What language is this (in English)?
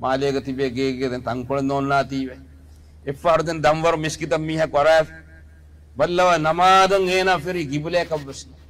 Divehi